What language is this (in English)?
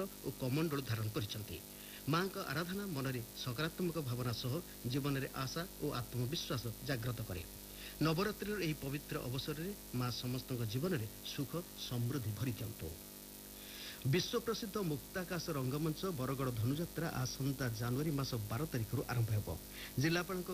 Odia